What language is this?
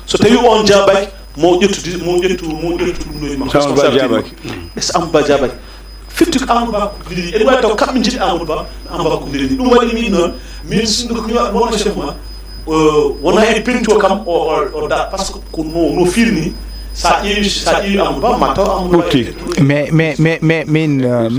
Fula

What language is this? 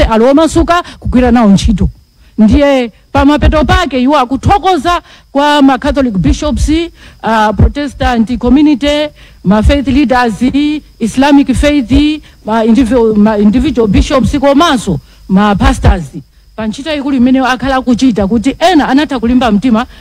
Nyanja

